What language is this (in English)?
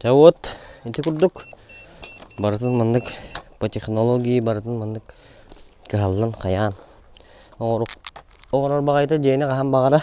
Yakut